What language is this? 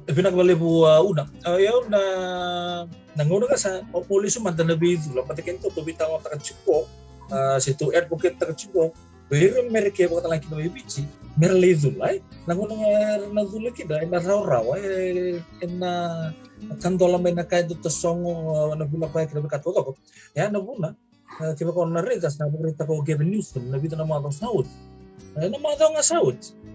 Fijian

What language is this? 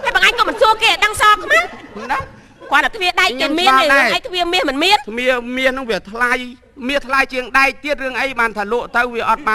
Khmer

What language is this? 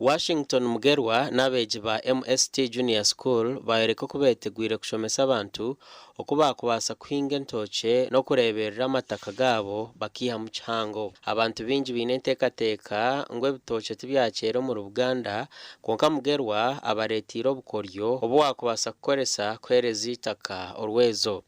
Nyankole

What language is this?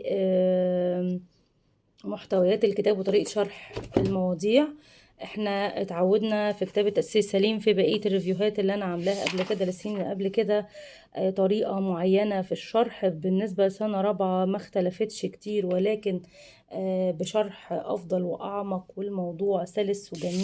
Egyptian Arabic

